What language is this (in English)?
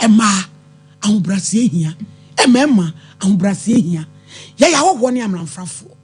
Akan